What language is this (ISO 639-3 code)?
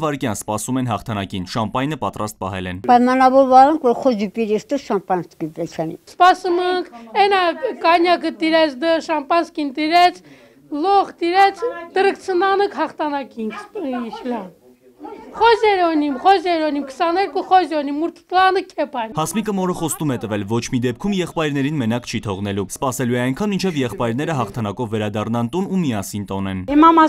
hye